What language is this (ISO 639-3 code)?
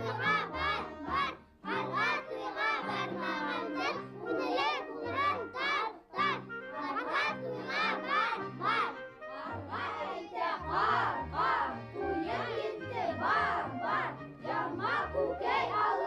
bak